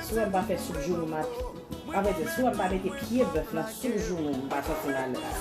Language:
Haitian Creole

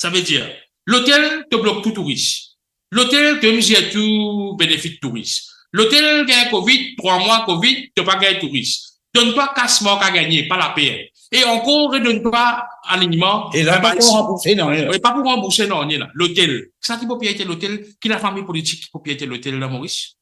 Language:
Morisyen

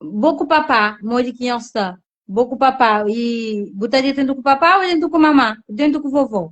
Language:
Kabuverdianu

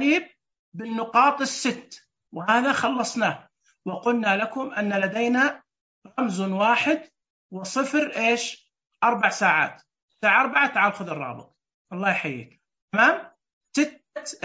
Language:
Najdi Arabic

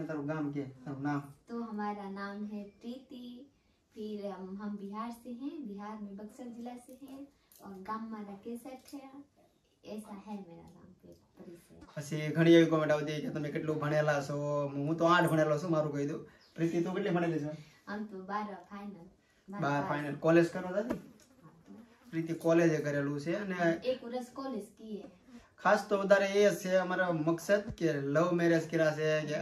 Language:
Gujarati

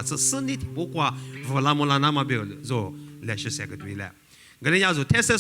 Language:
Lisu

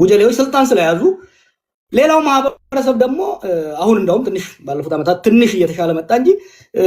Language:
Amharic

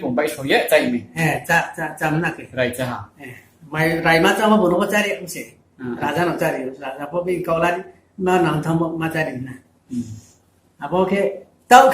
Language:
Riang (India)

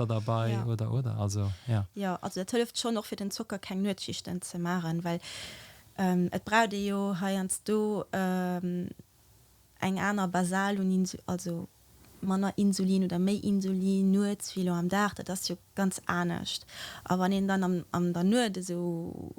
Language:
Luxembourgish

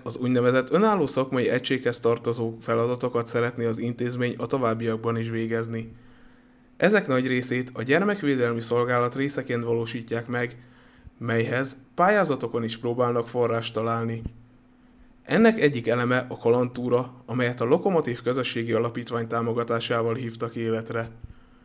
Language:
Hungarian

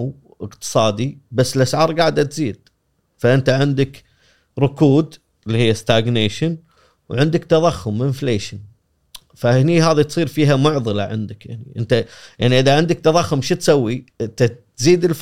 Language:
Gulf Arabic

